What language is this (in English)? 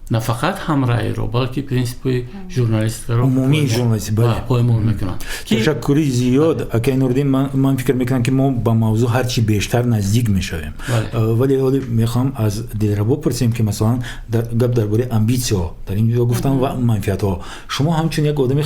Tajik